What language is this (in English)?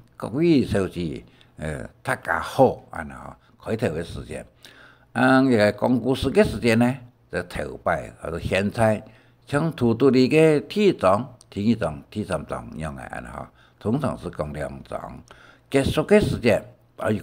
Hakka Chinese